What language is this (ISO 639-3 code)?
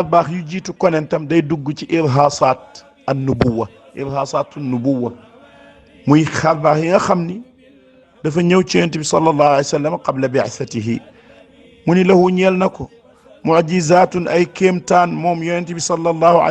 wol